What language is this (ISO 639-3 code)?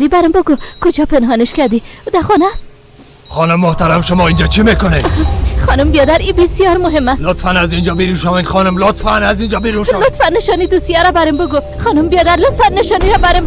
fas